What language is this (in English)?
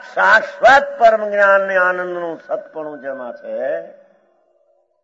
Gujarati